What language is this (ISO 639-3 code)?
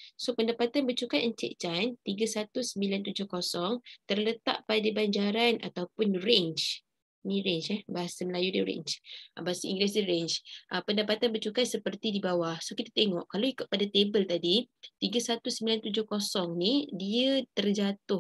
msa